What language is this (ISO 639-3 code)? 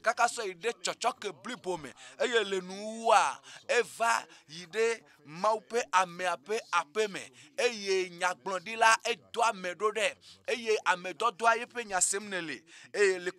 ewe